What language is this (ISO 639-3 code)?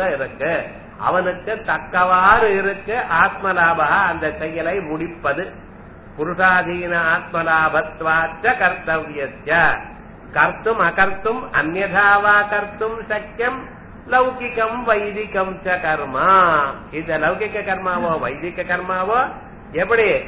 tam